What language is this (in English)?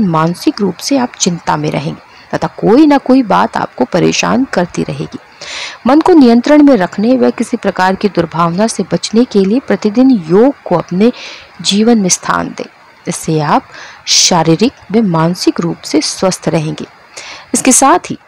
Hindi